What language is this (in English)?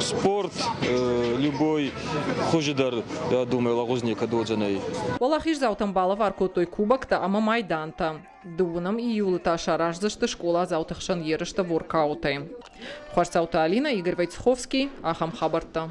Ossetic